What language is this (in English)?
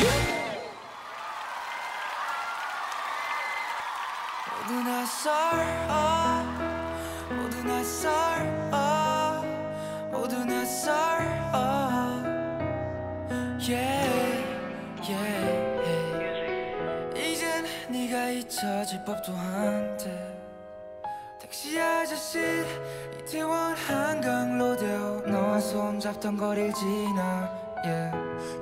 Korean